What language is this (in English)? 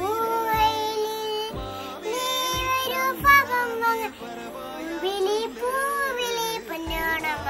Malayalam